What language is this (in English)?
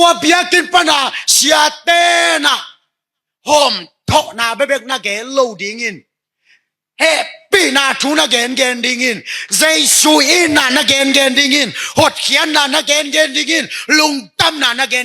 Tedim Chin